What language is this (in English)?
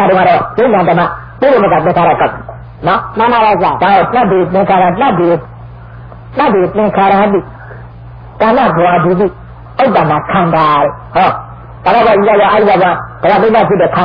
Burmese